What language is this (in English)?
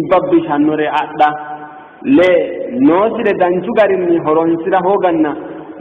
Sidamo